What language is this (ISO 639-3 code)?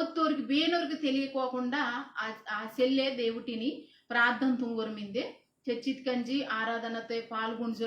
kff